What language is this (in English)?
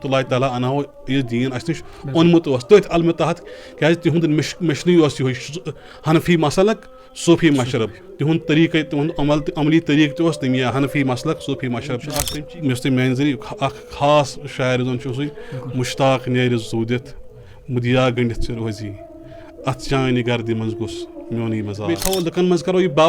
Kashmiri